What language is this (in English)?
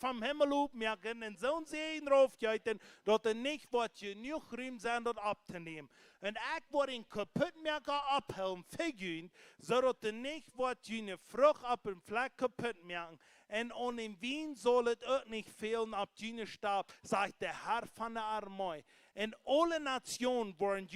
Plautdietsch